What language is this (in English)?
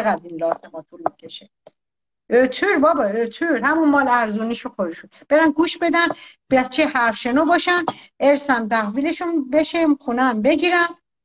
Persian